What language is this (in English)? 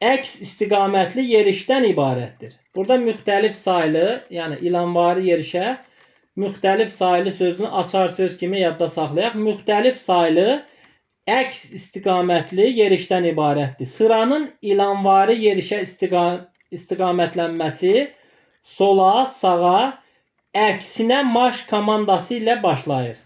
Azerbaijani